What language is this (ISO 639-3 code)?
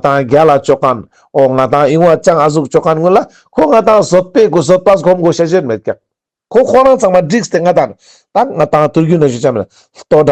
lbj